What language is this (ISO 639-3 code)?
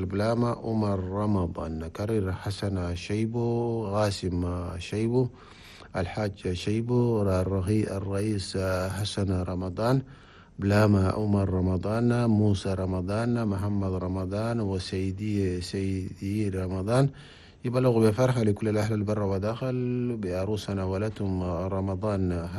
shu